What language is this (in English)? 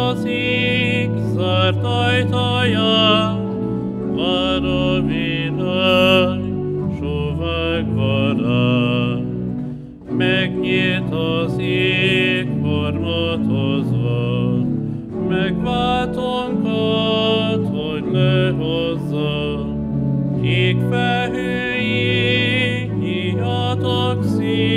Hungarian